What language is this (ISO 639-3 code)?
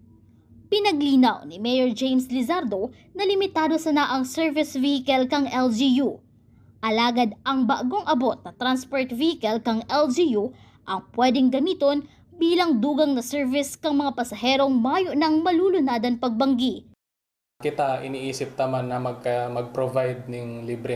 bik